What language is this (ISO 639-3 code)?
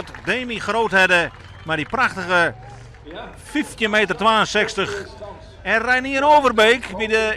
fry